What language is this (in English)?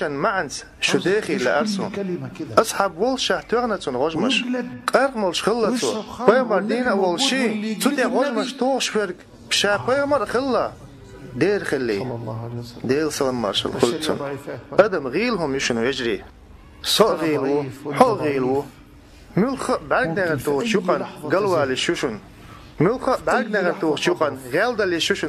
Chechen